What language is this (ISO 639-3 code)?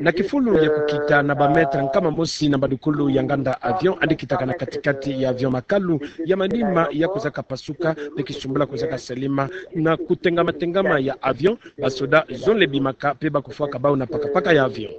ktu